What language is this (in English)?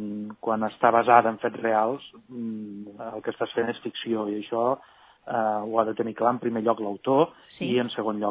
Catalan